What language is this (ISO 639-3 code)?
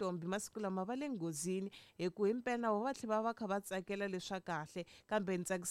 tso